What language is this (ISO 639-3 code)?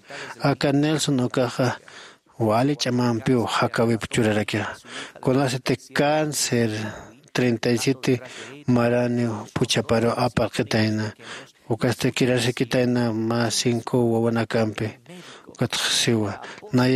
aym